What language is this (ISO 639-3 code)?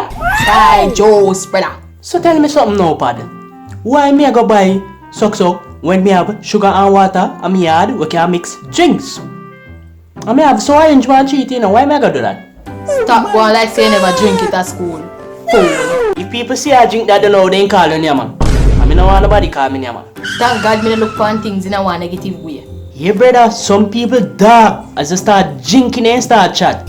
jam